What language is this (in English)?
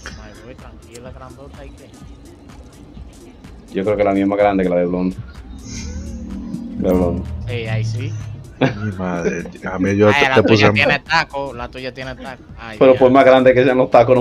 Spanish